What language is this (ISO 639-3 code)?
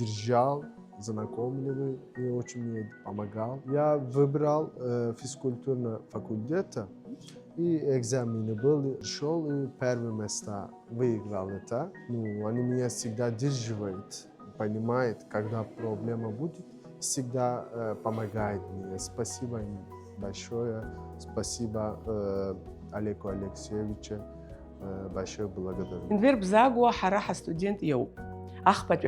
abk